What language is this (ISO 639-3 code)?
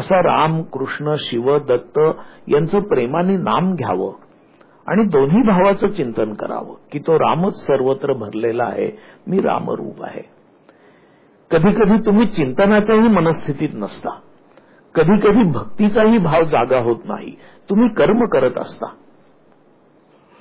mar